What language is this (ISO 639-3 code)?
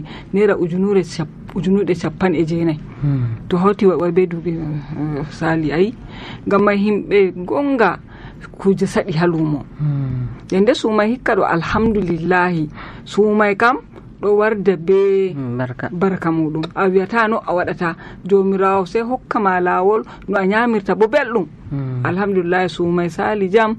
fuv